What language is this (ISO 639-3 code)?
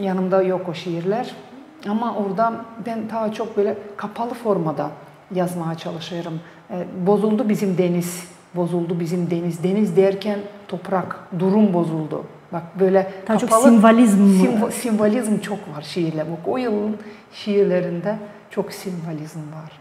gag